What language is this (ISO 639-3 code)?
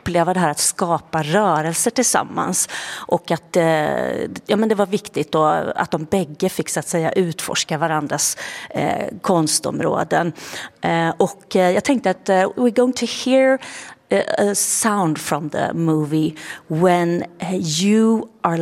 swe